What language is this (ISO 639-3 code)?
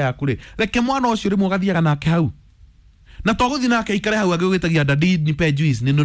kik